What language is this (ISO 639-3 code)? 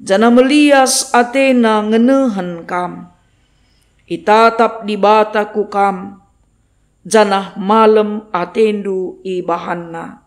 btx